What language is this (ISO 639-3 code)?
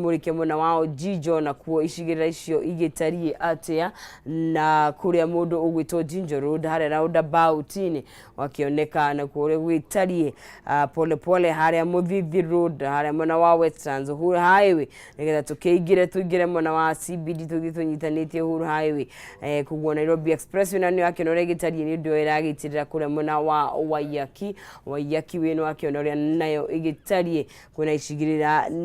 kik